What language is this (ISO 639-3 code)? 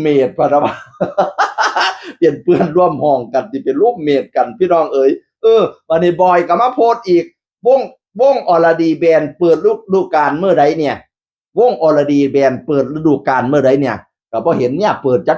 tts